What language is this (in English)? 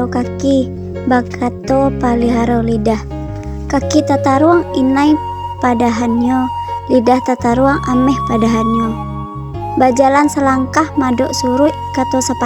Minangkabau